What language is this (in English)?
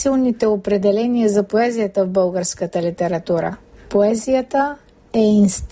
Bulgarian